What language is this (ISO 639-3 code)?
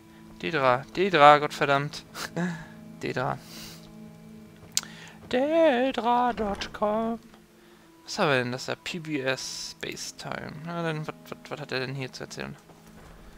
deu